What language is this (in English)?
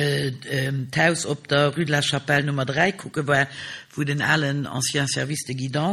Luxembourgish